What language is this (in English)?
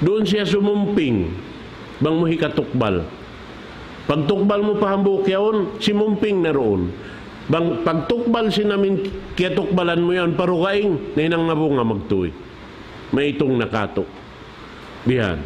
Tausug